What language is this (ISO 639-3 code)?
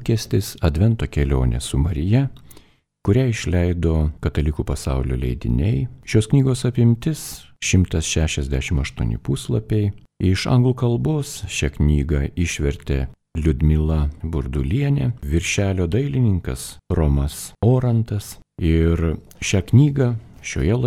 lit